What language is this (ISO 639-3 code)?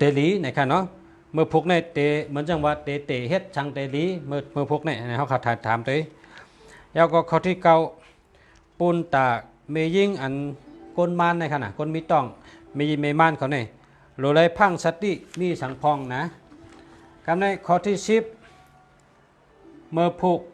shn